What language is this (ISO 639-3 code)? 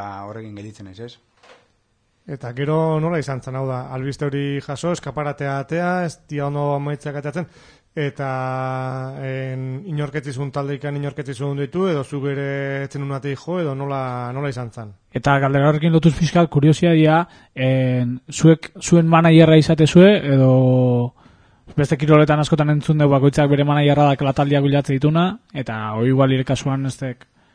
eus